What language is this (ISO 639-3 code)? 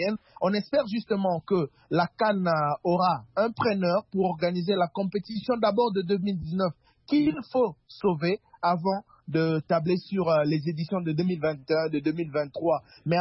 fra